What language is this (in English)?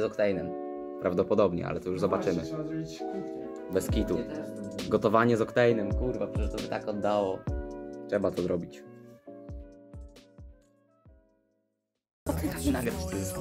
Polish